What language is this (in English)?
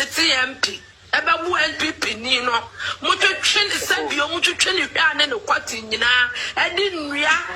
Akan